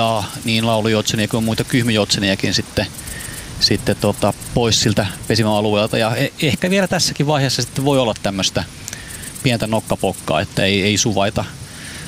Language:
Finnish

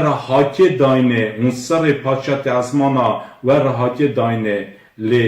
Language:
Kurdish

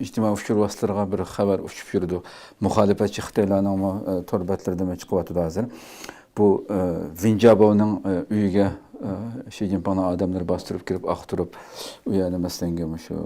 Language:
Uyghur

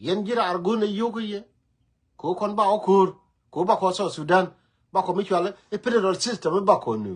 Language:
Nuer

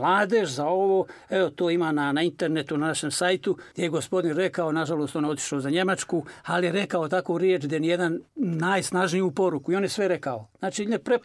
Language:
Bosnian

